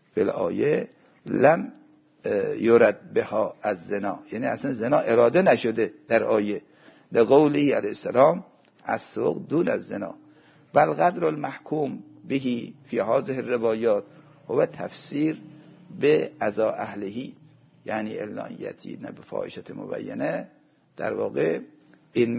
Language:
Persian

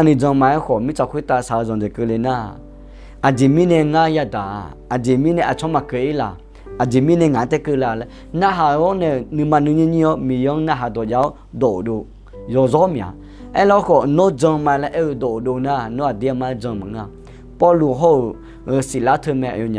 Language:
Akha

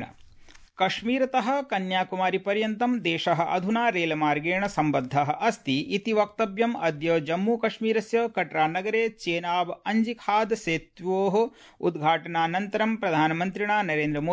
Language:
Sanskrit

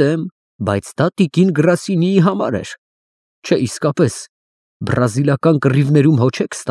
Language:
Armenian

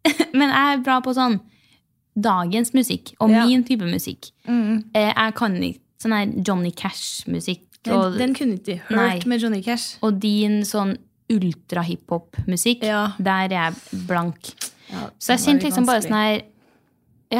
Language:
Norwegian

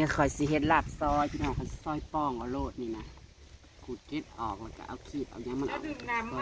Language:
Northeastern Thai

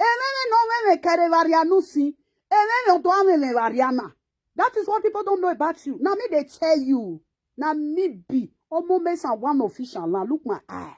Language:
Nigerian Pidgin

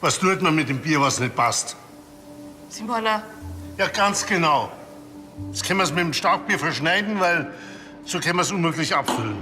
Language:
Bavarian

